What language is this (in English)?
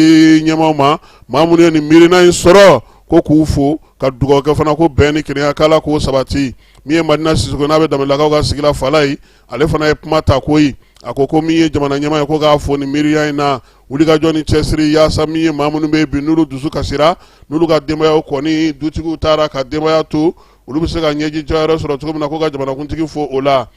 Bambara